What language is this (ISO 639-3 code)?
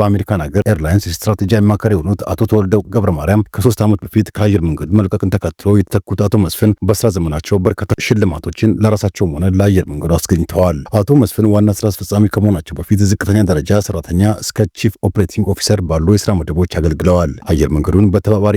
amh